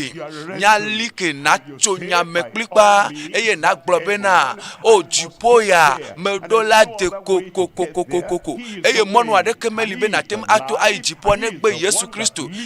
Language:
Ewe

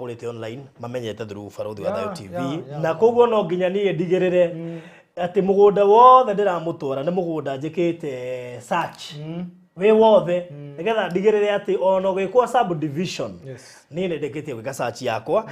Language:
Kikuyu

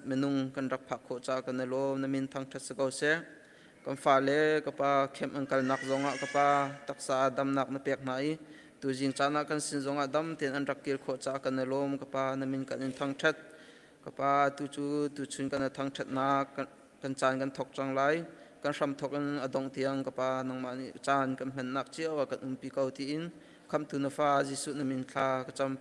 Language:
Hakha Chin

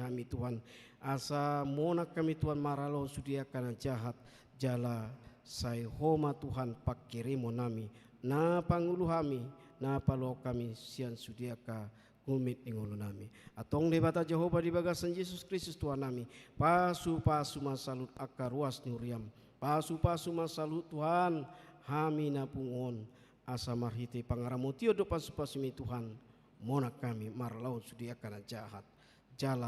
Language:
Batak Toba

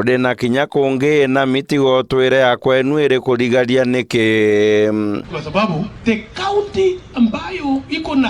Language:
Meru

